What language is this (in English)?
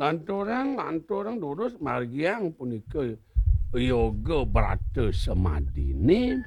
Balinese